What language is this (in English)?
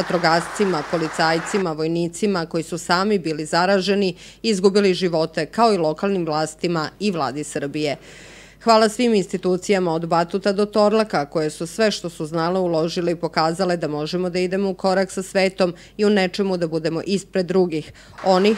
Serbian